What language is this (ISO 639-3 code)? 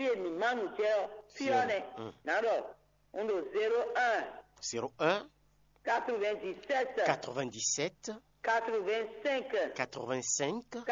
fon